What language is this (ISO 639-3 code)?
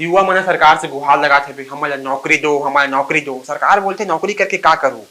hne